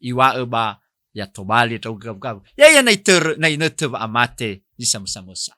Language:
Nias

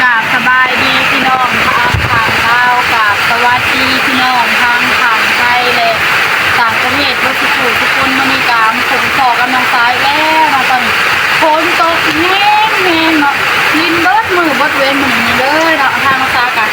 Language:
Northeastern Thai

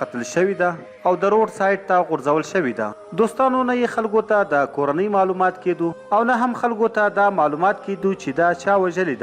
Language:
Pashto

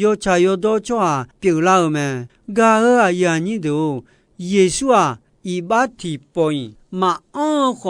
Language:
Akha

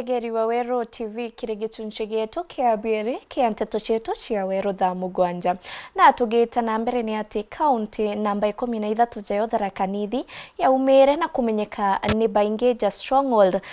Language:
Meru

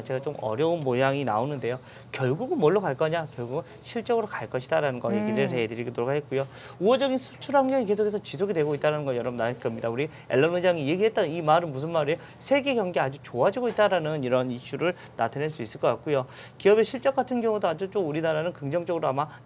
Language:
Korean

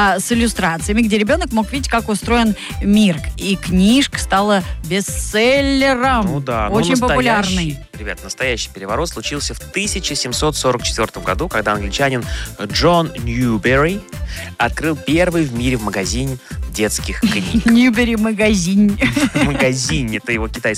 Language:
Russian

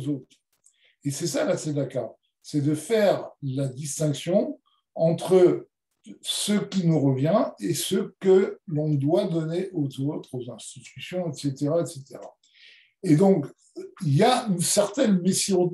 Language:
French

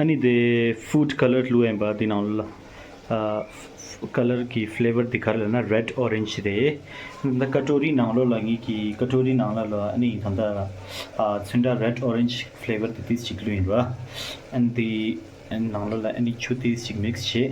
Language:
Tibetan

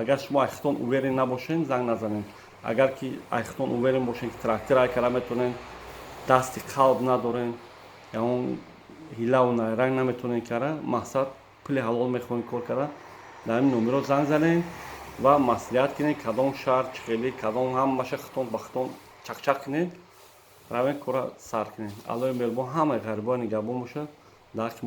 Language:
Tajik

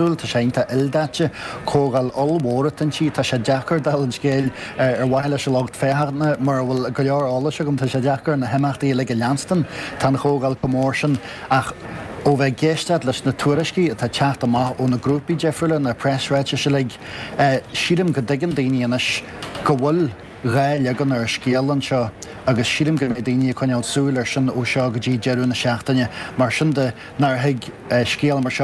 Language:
Irish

